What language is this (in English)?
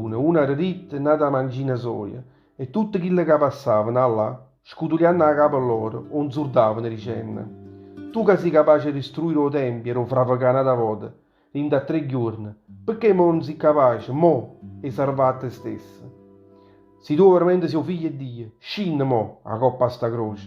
Neapolitan